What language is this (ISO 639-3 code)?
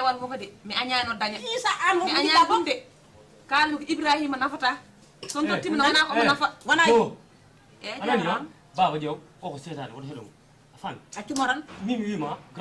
ful